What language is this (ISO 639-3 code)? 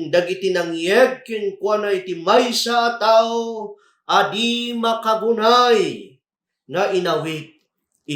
ilo